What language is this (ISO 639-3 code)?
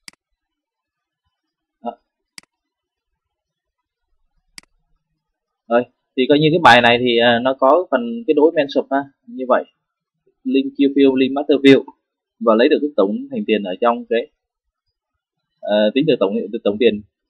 vie